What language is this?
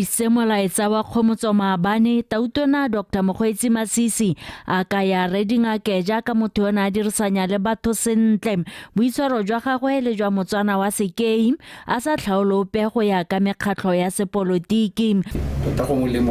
Tswana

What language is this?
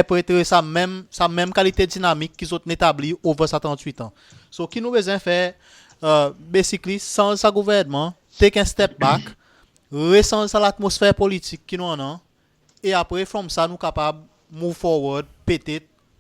Seselwa Creole French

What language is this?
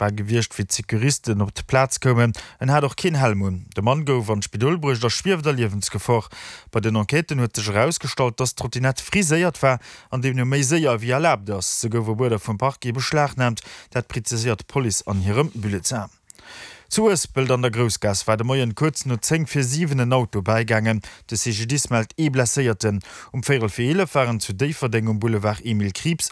Luxembourgish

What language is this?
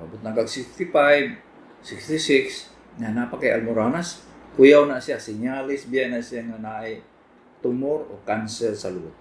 Cebuano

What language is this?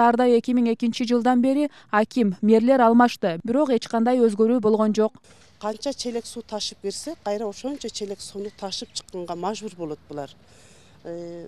Kyrgyz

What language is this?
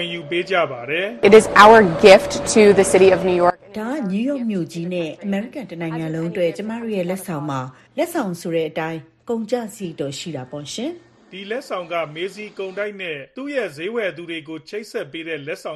Burmese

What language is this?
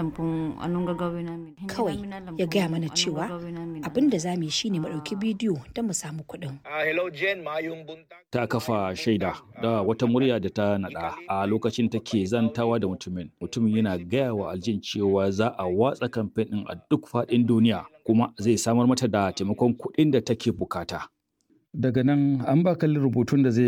Hausa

